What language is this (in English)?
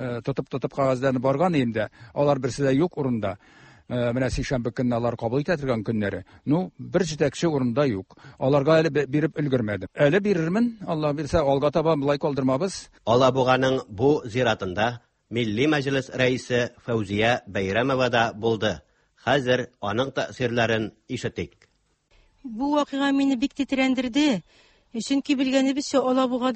Tatar